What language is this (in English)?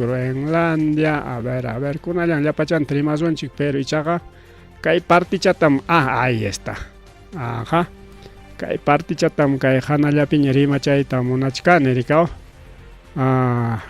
Ayacucho Quechua